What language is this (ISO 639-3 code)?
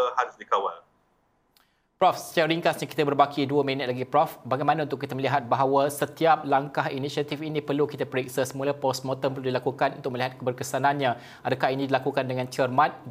msa